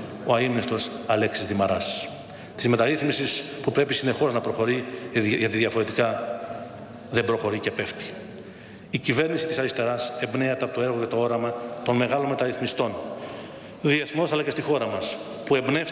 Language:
Greek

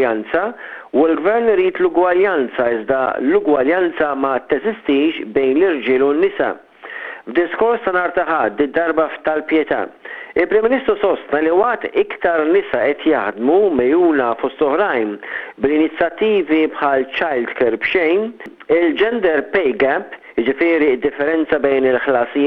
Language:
Maltese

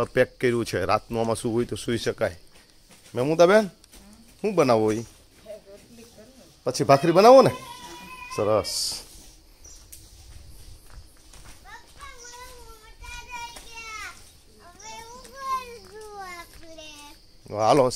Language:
Gujarati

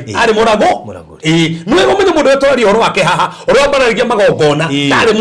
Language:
Kikuyu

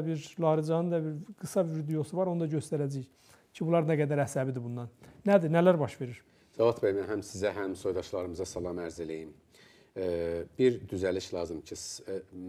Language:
Azerbaijani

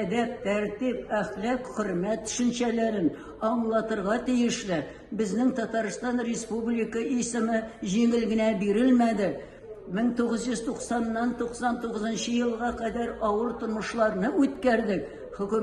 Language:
Tatar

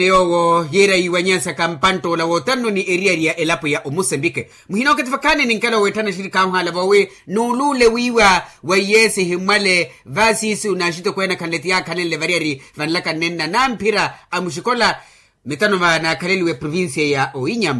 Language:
Makhuwa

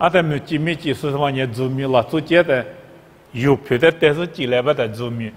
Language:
Lisu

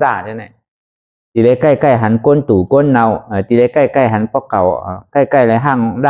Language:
Shan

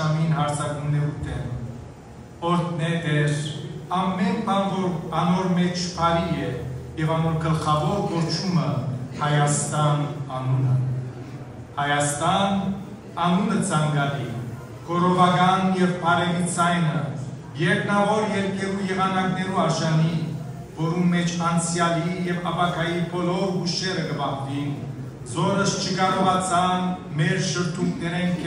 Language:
Western Armenian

